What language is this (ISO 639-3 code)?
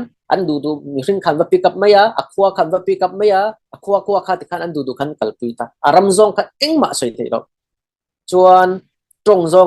cfm